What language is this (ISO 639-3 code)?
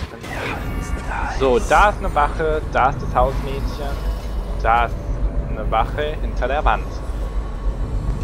deu